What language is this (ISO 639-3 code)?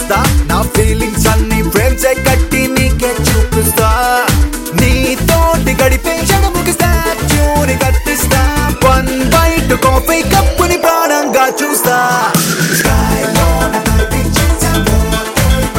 tel